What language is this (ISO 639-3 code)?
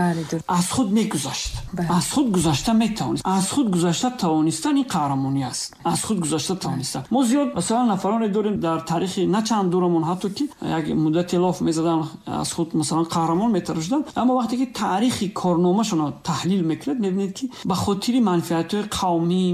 tgk